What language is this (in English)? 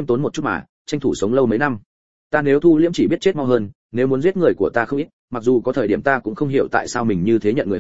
Vietnamese